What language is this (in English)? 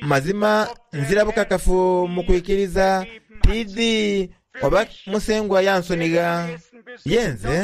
Soga